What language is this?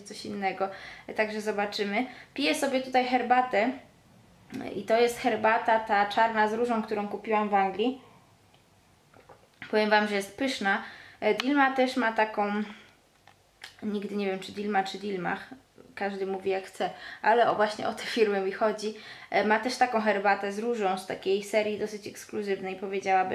Polish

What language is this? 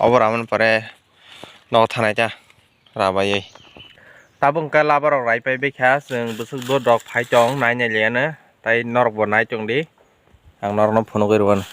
Kok Borok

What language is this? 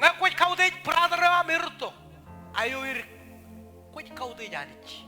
Marshallese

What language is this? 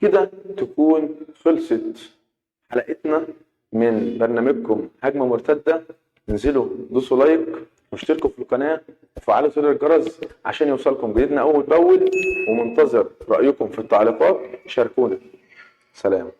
Egyptian Arabic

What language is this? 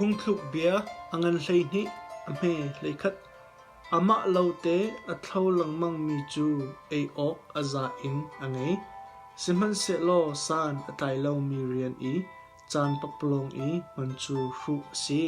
Hakha Chin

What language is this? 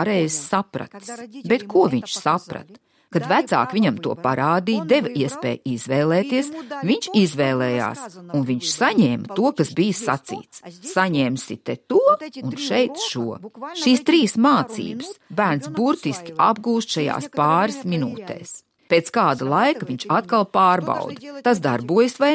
Latvian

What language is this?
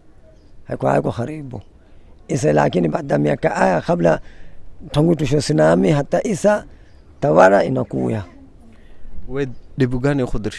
Swahili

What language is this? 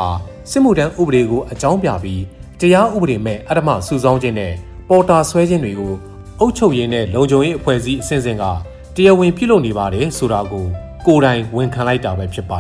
Burmese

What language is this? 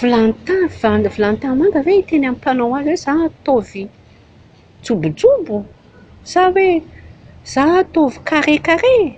Malagasy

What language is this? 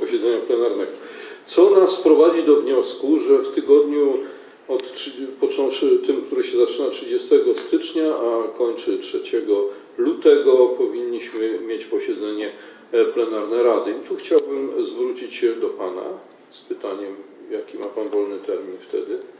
Polish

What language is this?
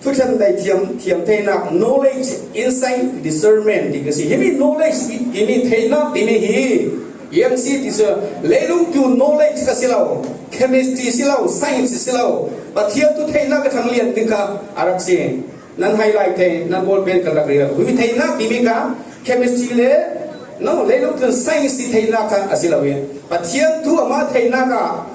Falam Chin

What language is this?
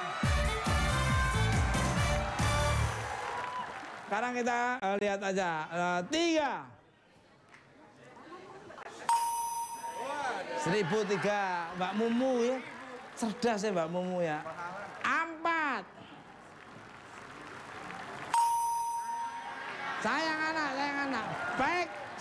Indonesian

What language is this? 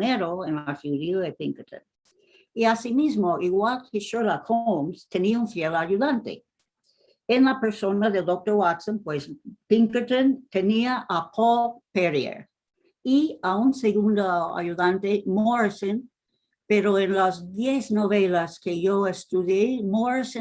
Ladino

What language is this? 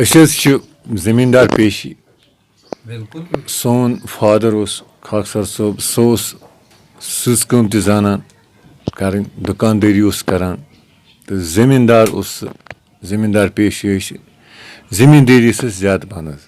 Kashmiri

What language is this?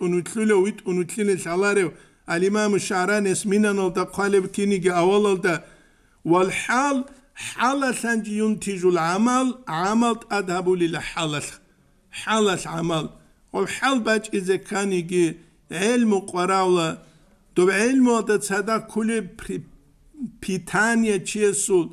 Avaric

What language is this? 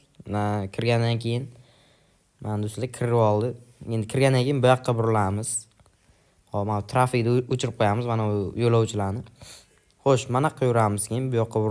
Uzbek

